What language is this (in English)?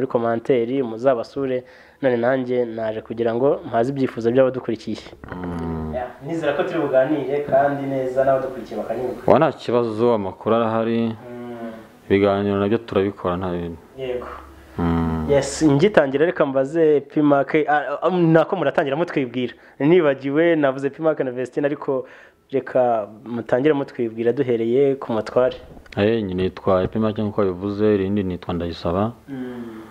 Kinyarwanda